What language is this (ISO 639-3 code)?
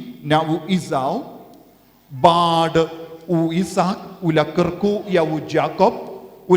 kha